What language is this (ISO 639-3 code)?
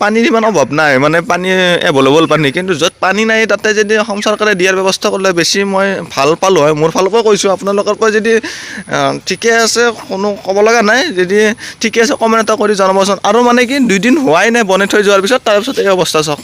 asm